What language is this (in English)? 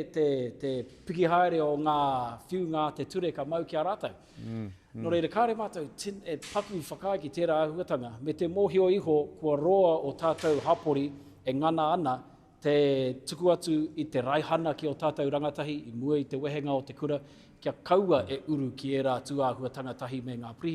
Māori